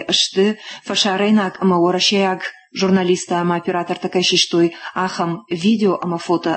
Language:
Ossetic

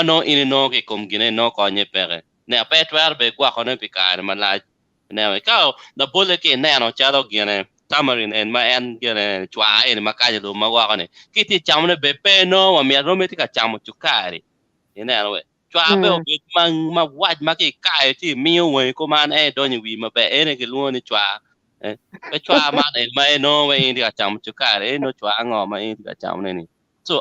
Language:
Acoli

